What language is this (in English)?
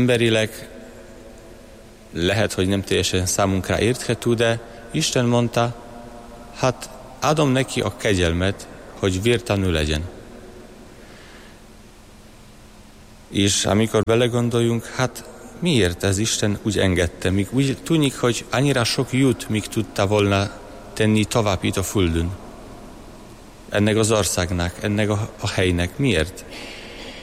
Hungarian